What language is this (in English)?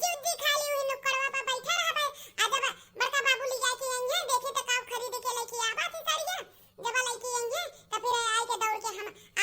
Awadhi